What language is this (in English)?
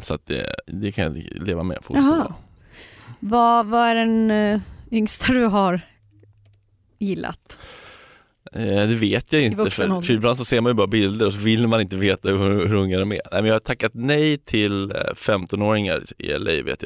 Swedish